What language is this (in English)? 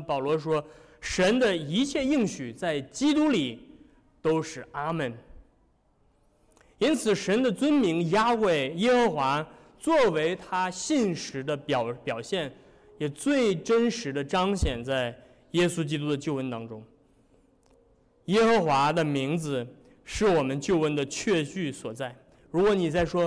Chinese